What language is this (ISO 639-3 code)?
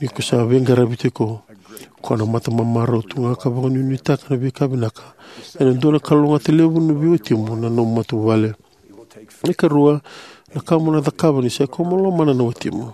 fij